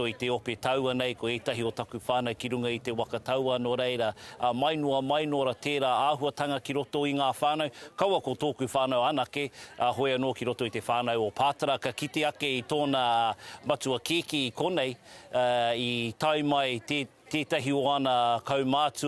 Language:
Māori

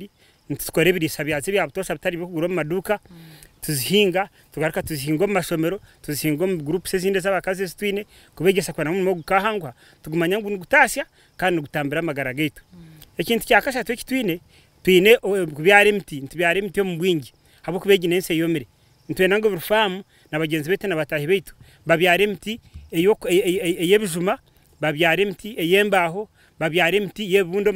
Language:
Nyankole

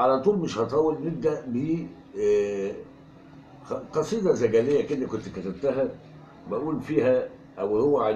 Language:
Egyptian Arabic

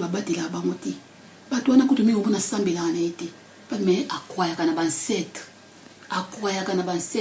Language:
Lingala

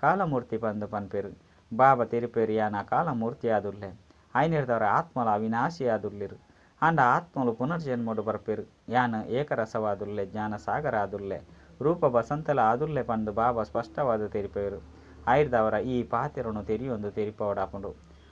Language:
Tulu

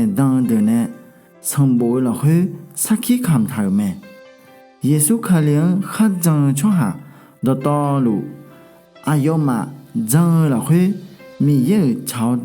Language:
Akha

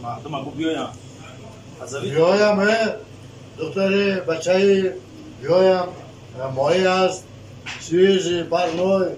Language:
Tajik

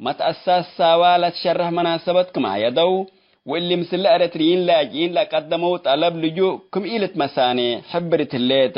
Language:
Tigre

